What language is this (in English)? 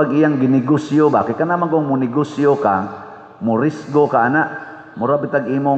Cebuano